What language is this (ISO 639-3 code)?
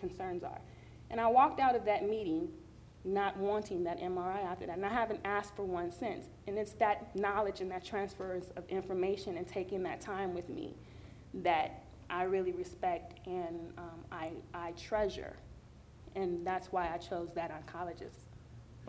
eng